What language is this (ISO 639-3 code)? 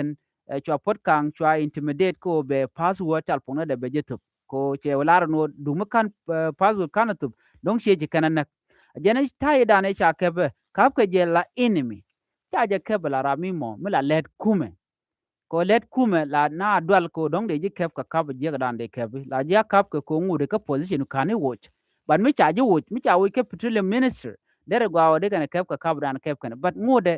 nus